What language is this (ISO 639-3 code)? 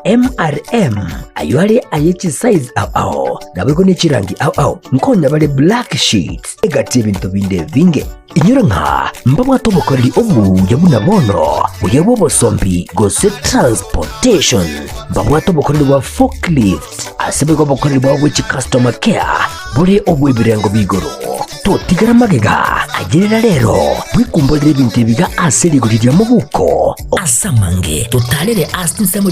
guz